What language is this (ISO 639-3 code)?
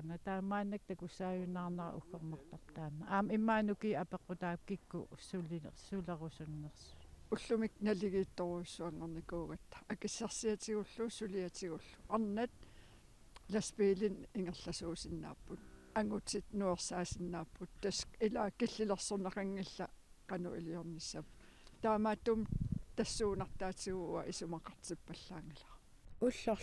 kal